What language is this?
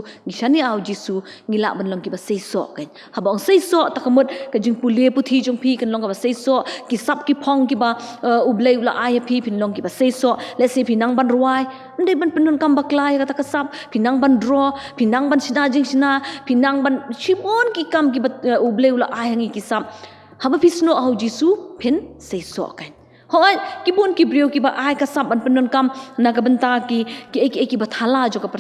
Khasi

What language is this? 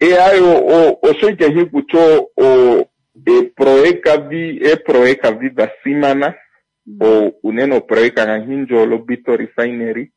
Kuanyama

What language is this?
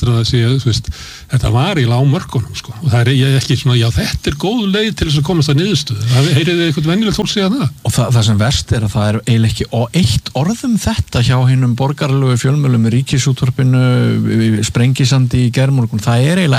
Icelandic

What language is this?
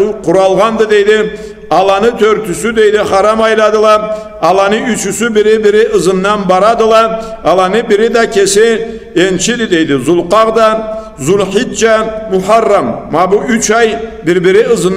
Karachay-Balkar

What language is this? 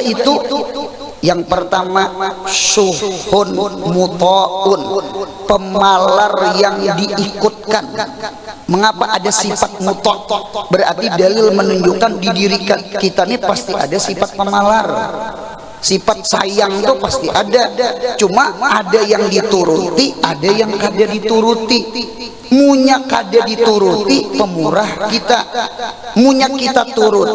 Banjar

